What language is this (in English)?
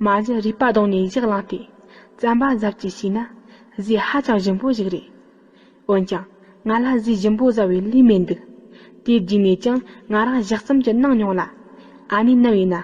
Tibetan